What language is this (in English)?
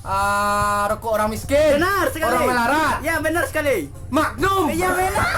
Minangkabau